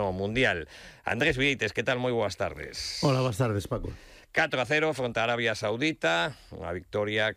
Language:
Galician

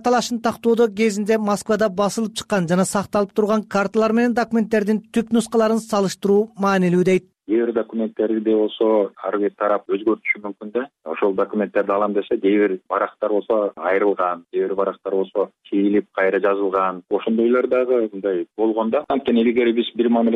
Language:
Kyrgyz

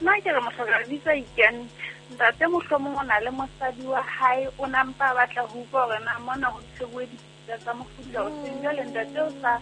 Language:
Southern Sotho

